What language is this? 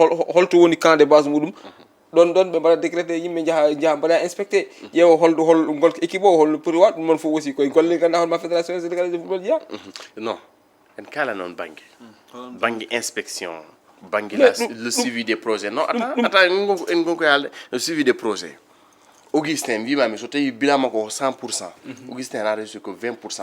Fula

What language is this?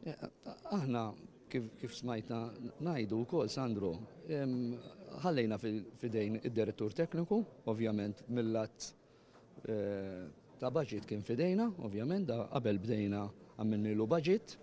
Maltese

